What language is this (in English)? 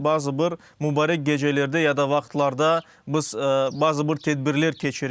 Crimean Tatar